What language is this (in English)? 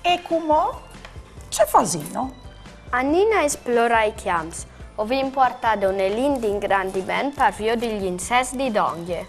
Friulian